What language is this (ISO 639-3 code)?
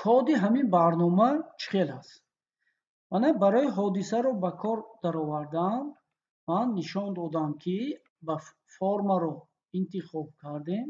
tgk